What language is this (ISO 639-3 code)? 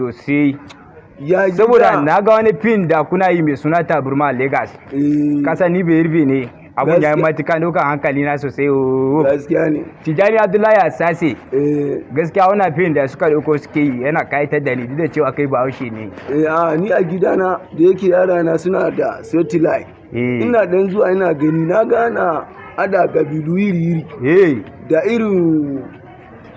hau